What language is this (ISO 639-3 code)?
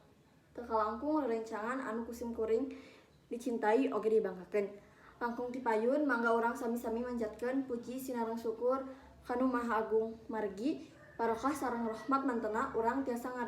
sun